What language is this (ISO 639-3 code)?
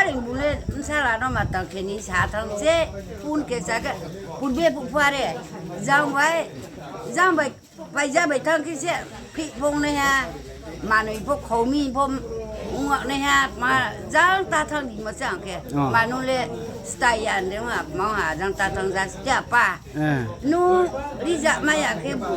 ria